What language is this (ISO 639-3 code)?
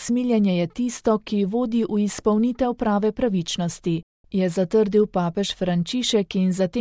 slv